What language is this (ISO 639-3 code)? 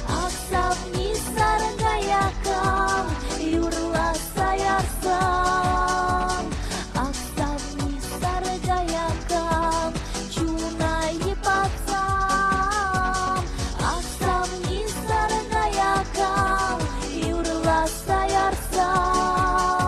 chv